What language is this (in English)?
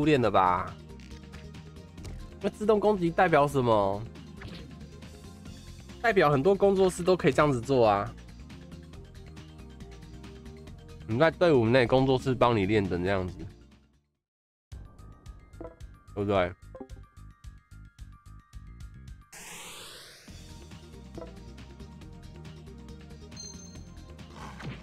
Chinese